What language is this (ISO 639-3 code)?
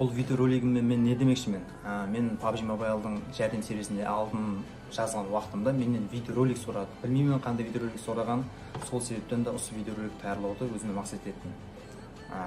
kaa